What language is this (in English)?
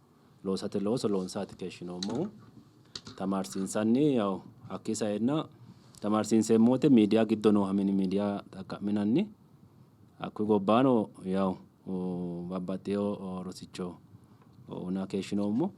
Sidamo